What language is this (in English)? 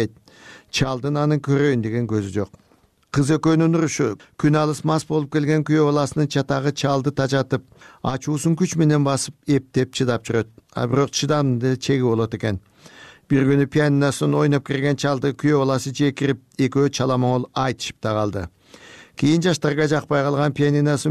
Kyrgyz